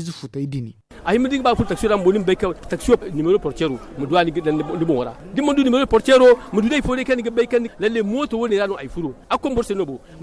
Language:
Zarma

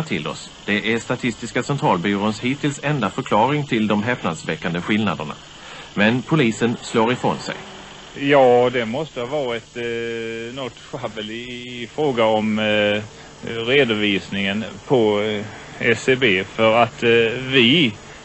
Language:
Swedish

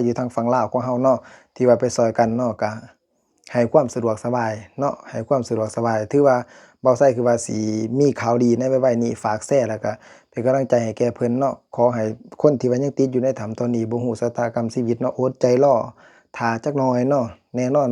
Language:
Lao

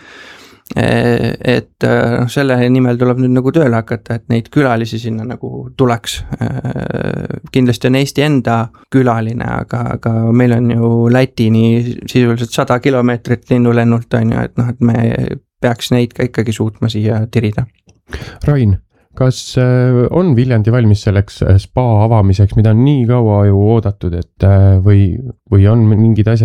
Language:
Estonian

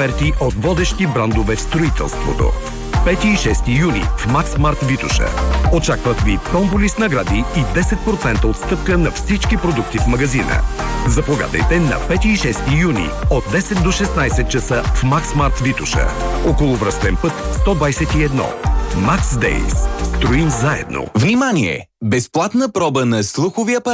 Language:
Bulgarian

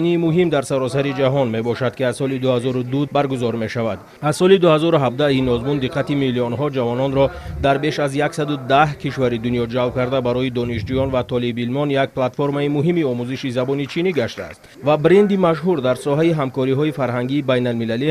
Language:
Tajik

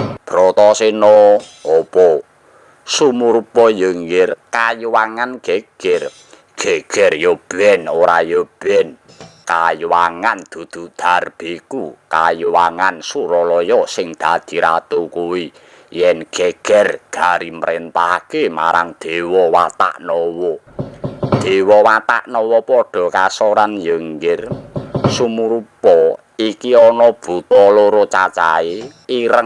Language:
Javanese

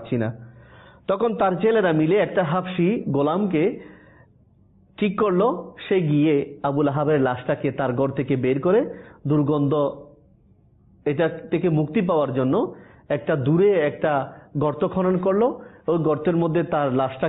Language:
Bangla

